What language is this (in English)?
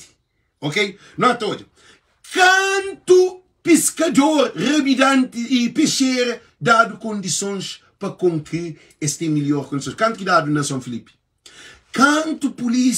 Kabuverdianu